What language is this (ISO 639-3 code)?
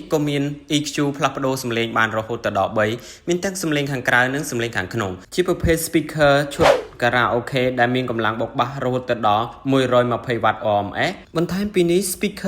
khm